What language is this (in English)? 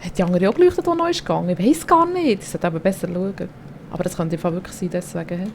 Swiss German